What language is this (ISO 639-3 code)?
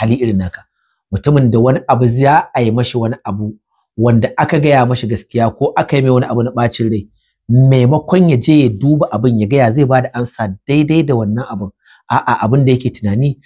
hau